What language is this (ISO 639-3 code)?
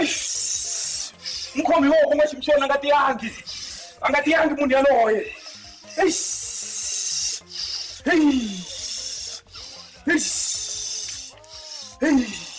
tso